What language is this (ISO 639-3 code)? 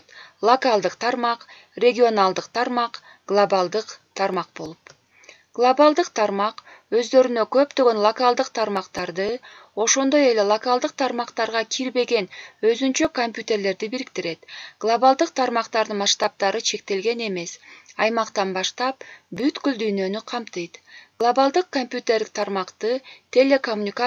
kir